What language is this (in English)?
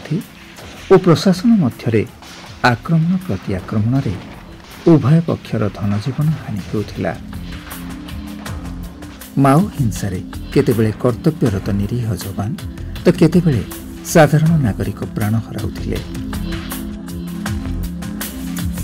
Odia